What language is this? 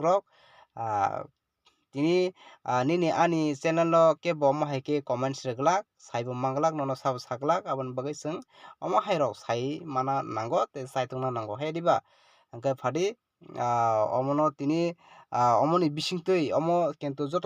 Kok Borok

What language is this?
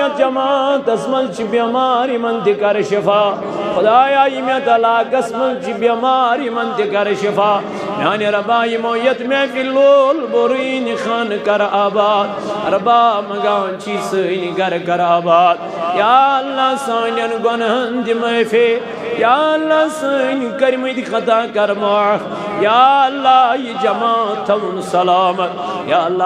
Kashmiri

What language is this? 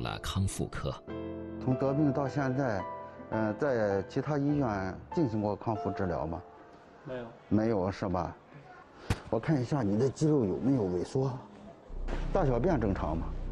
Chinese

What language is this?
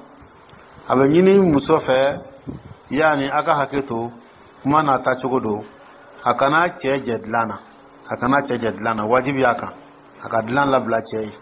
Dyula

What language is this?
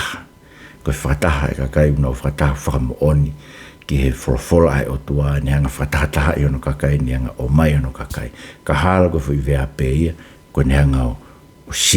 Tongan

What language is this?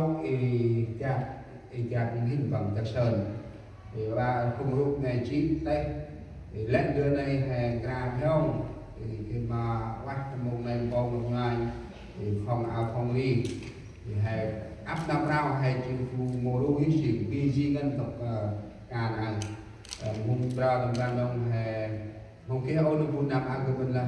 Central Mnong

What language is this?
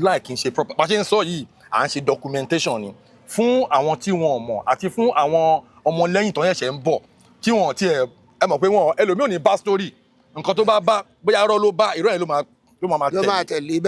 Yoruba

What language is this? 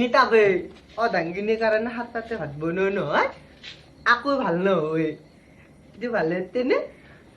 Assamese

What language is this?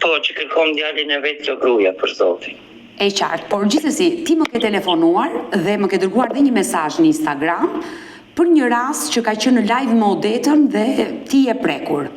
Albanian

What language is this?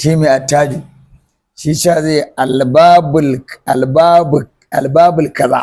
Hausa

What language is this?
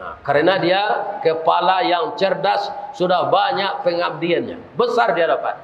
Minangkabau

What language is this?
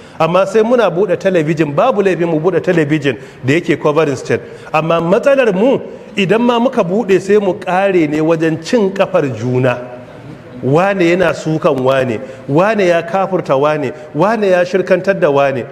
Hausa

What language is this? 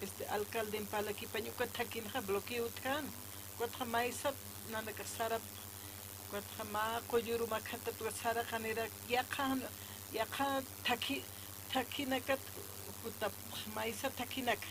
Aymara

